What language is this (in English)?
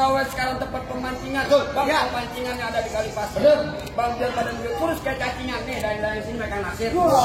Betawi